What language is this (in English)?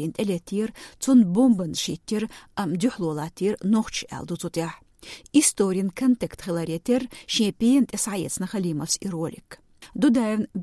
Chechen